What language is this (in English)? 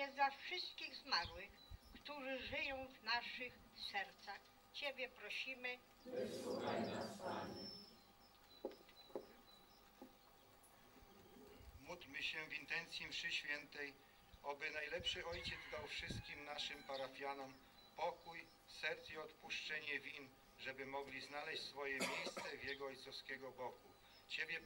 Polish